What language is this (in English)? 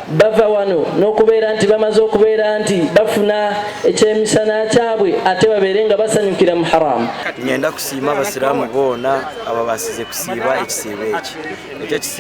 Nyankole